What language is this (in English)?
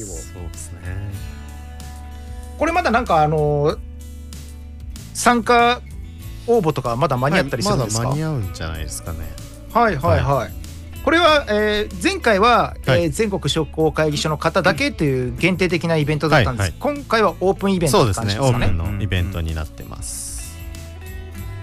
Japanese